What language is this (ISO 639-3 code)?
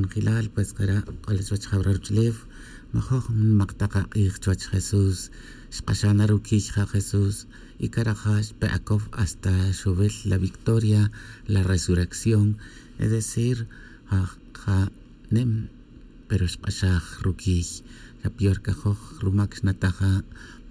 tzj